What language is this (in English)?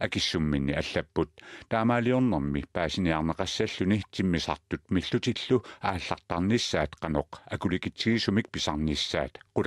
Kalaallisut